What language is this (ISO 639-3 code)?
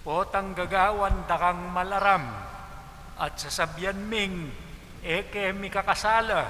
pam